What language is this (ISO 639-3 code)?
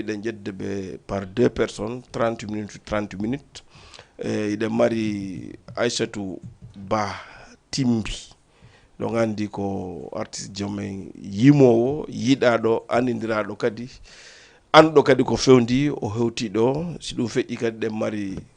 ful